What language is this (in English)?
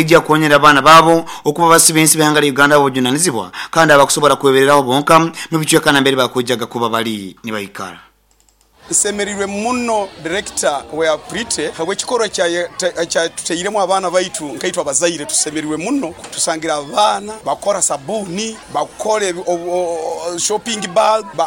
Nyoro